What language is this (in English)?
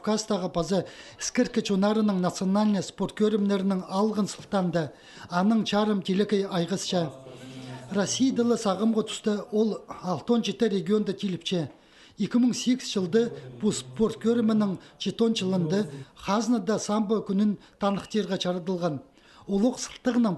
Khakas